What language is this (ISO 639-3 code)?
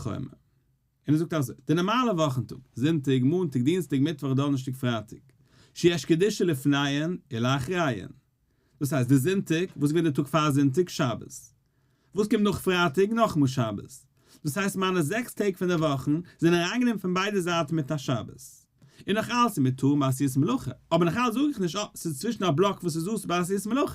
yid